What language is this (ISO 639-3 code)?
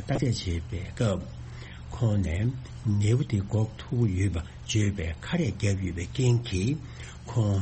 bod